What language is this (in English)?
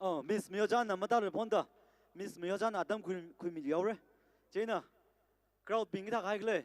Tangkhul Naga (India)